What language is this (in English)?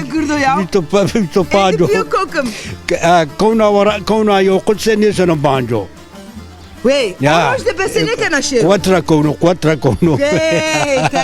Zaza